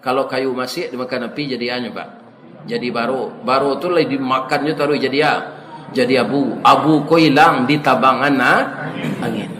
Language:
Minangkabau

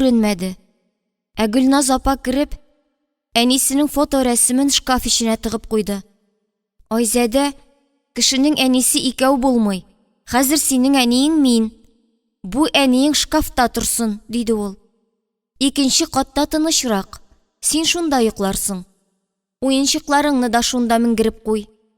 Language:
Tatar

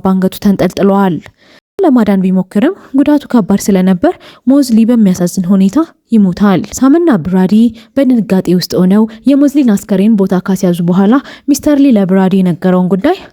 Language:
Amharic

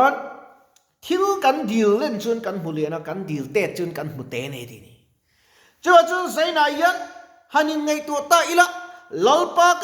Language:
Mizo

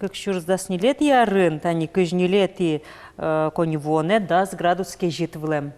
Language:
Udmurt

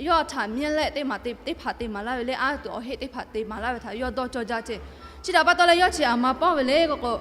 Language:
Lahu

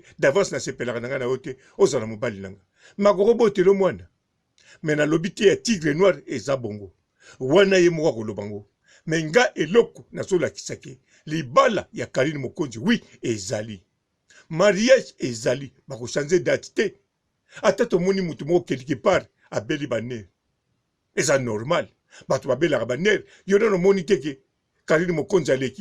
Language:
Lingala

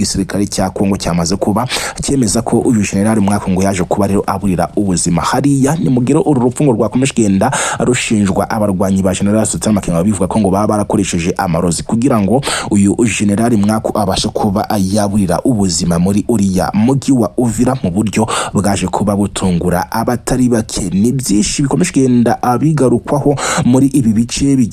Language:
Kinyarwanda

